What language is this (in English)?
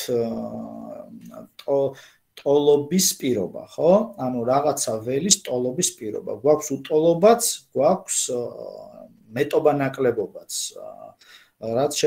Georgian